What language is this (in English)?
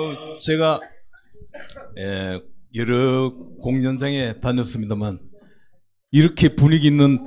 Korean